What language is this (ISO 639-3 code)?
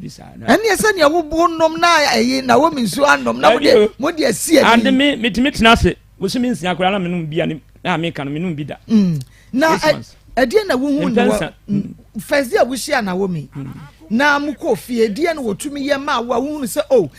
aka